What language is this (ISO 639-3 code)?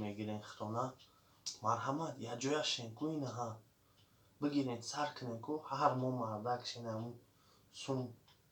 tgk